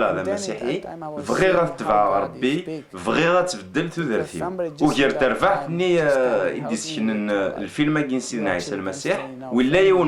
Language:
Kabyle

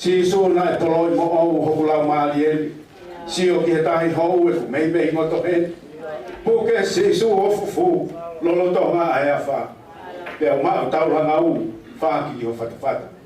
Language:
Tongan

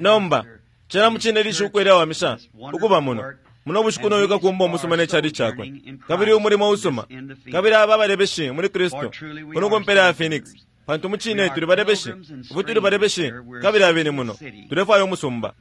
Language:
Bemba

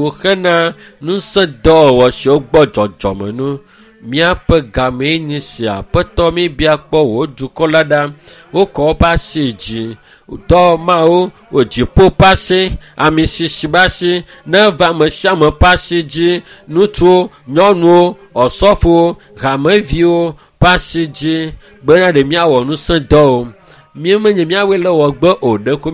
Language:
Ewe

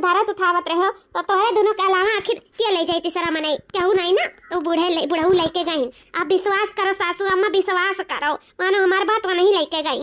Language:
Awadhi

